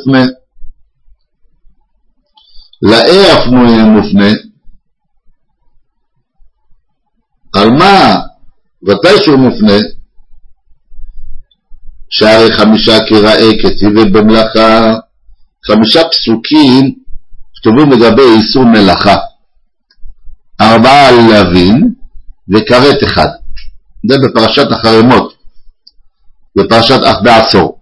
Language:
Hebrew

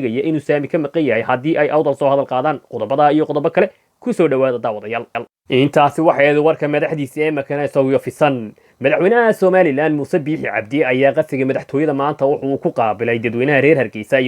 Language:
Somali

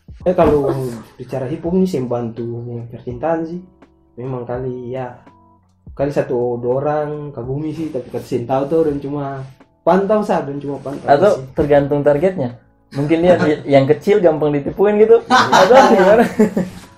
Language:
Ambonese Malay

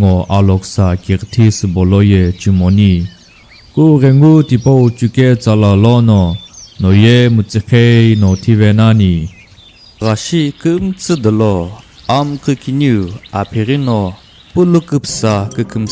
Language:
Sumi Naga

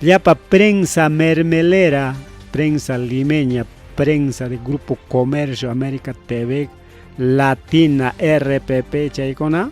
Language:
Ayacucho Quechua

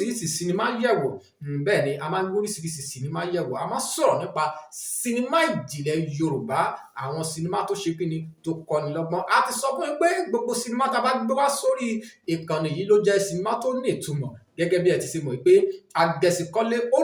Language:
Yoruba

